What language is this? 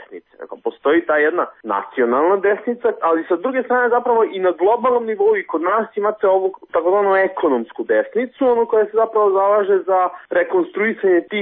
Serbian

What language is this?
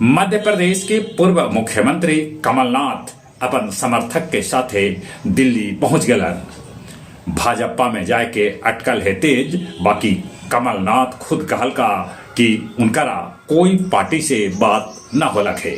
Magahi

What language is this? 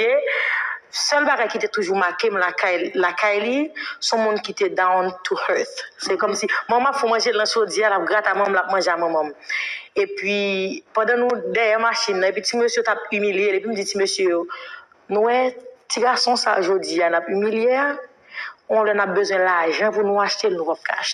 Haitian Creole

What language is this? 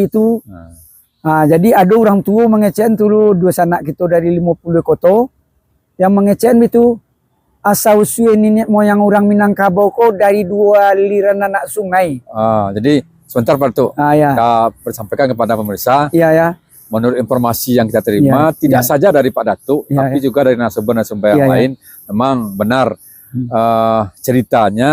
Minangkabau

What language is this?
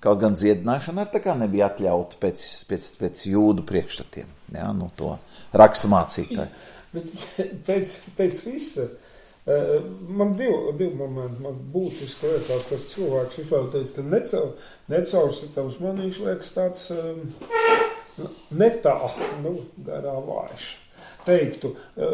Latvian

